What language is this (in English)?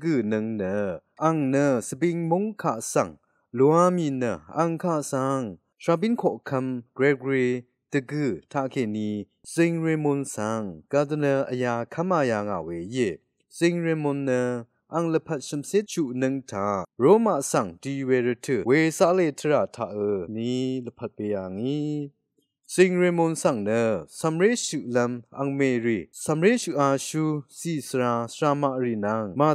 Rawang